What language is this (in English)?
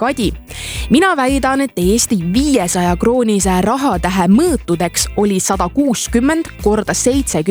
Estonian